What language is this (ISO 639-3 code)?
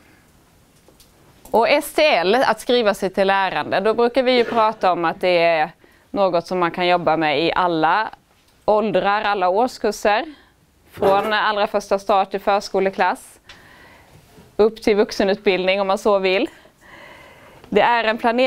swe